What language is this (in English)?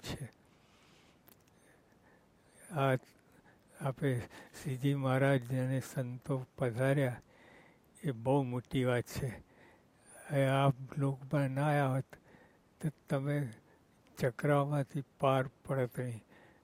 Gujarati